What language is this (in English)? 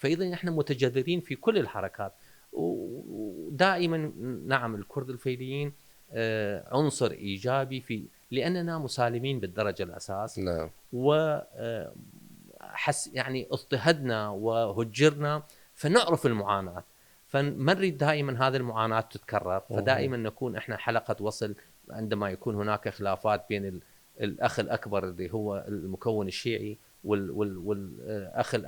Mesopotamian Arabic